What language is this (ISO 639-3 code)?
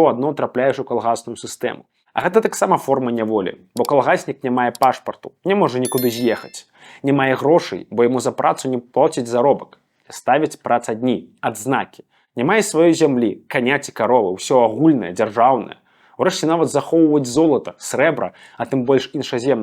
bel